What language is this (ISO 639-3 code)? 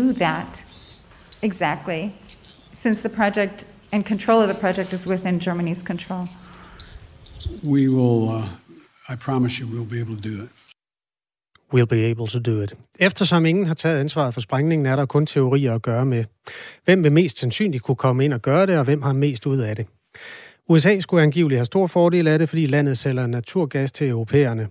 dan